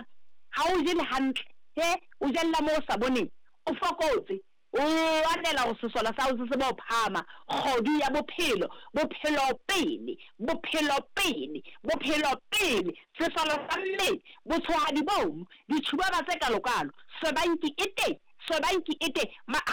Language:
Southern Sotho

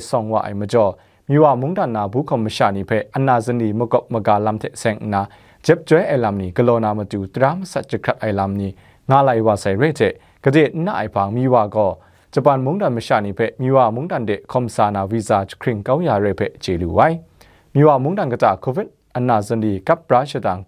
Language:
Kachin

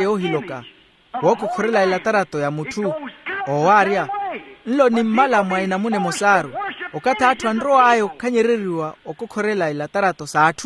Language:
Makhuwa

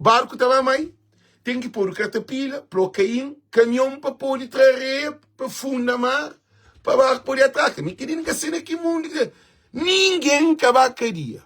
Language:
Kabuverdianu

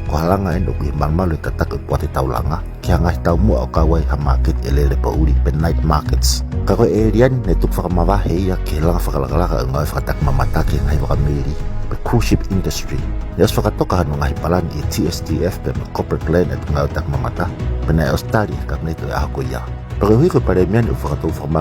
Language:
Tongan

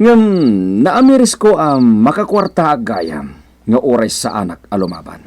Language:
Iloko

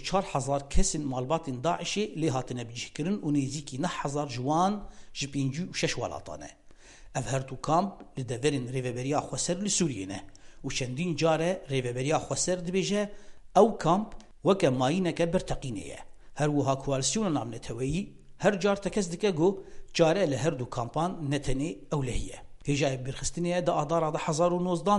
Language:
Kurdish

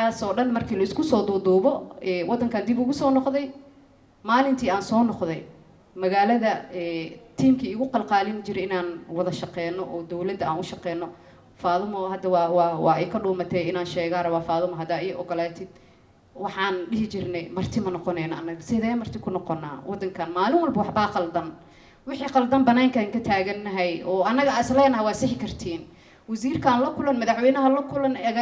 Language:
Somali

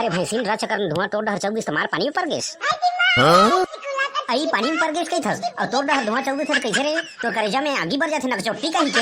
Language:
Chhattisgarhi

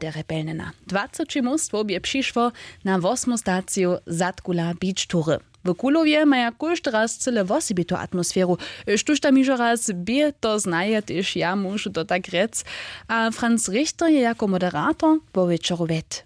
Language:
Upper Sorbian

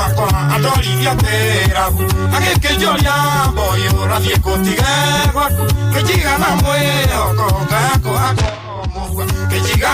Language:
Kikuyu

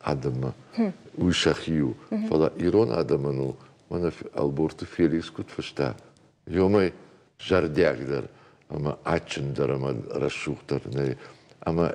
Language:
Ossetic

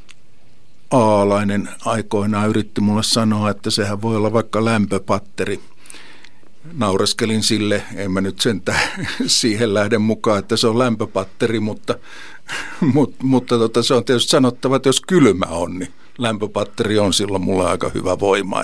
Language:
Finnish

